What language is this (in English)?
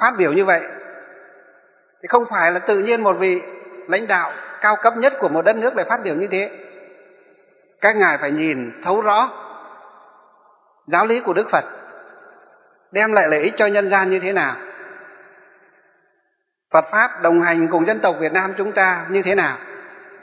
Vietnamese